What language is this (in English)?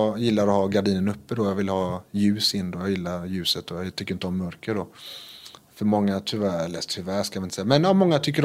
Swedish